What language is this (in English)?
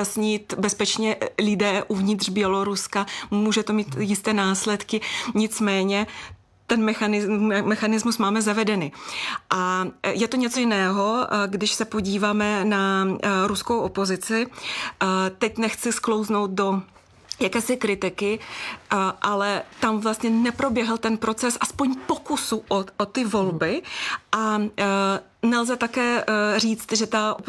Czech